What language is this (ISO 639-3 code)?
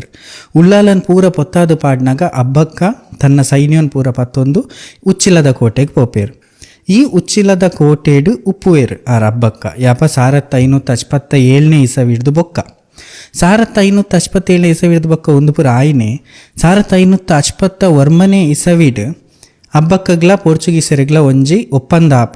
tcy